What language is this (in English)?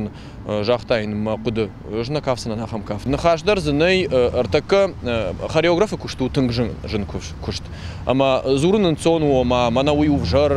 Ossetic